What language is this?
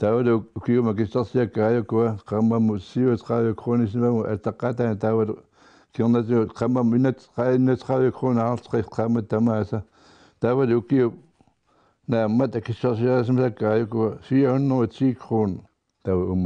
Kalaallisut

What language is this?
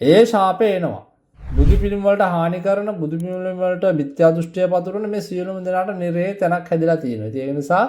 Sinhala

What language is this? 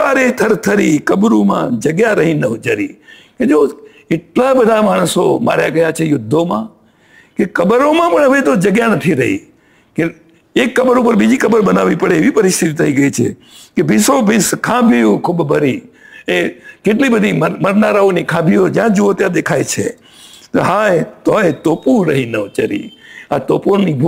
Gujarati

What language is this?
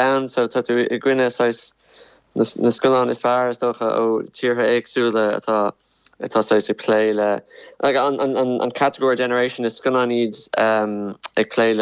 Irish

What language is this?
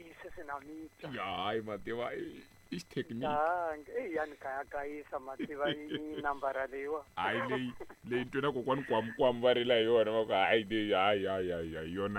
Tsonga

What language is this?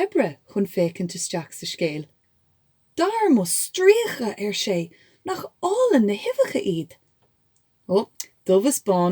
Irish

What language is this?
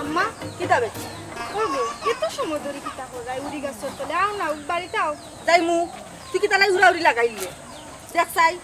Sylheti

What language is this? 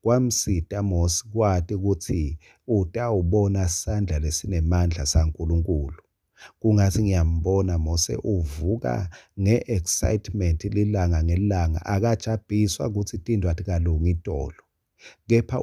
Swati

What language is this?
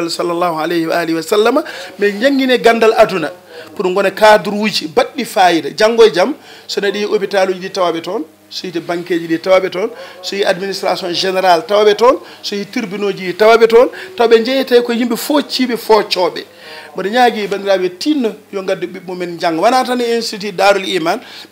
Fula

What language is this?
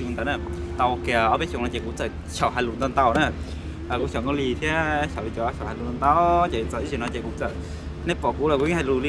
Hmong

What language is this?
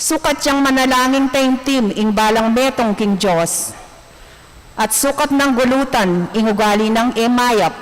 Pampanga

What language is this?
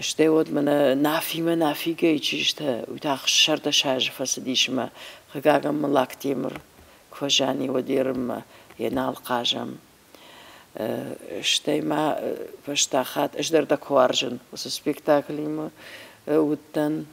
Ossetic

